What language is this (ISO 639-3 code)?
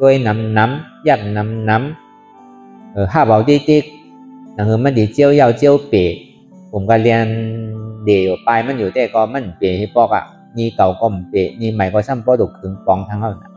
shn